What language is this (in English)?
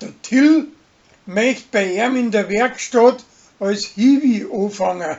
Bavarian